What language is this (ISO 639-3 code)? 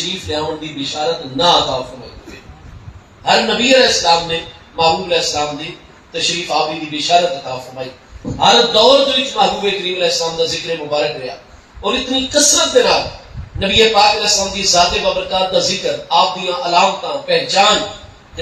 skr